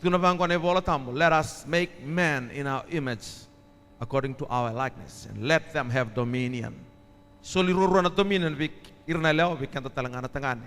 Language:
Fijian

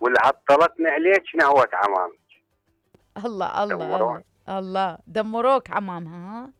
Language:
Mesopotamian Arabic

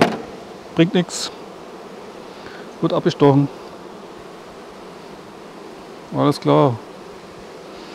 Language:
German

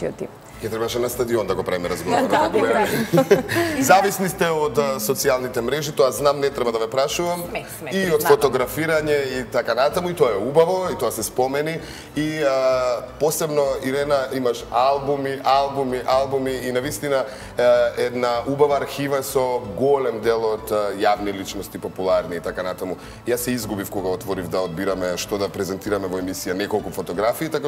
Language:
Macedonian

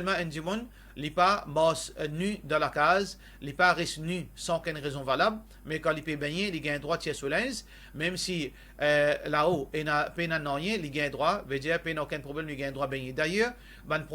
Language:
Morisyen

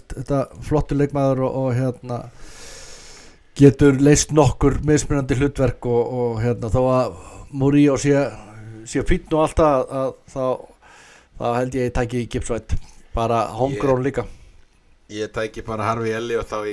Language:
Icelandic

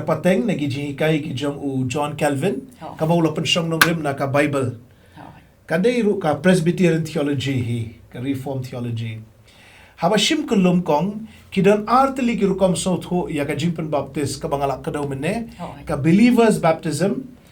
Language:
Khasi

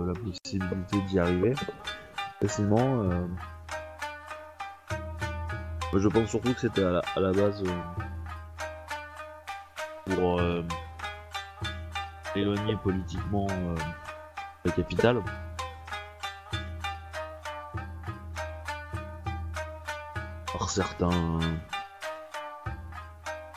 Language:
French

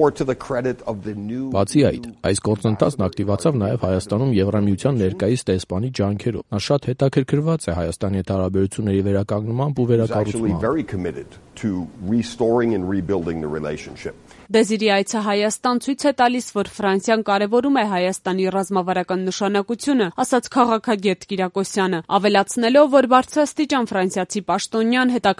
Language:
Armenian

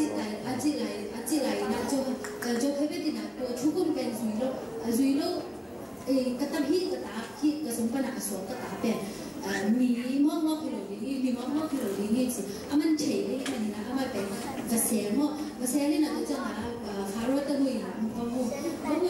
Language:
Tedim Chin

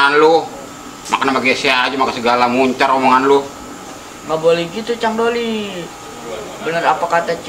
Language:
Betawi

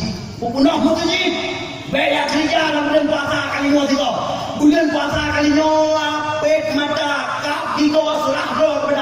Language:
Achinese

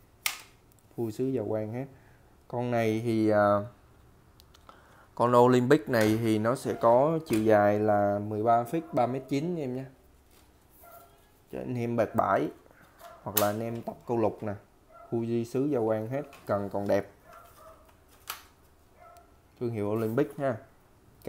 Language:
Vietnamese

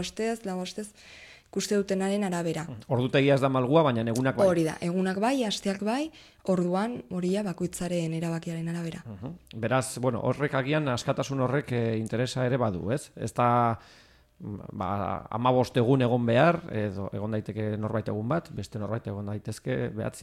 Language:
Basque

